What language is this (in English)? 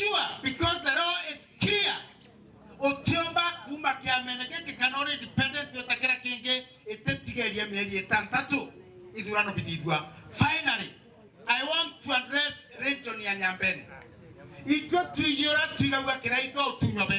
Meru